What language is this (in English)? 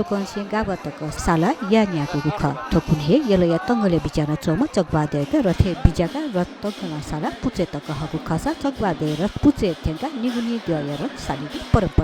Newari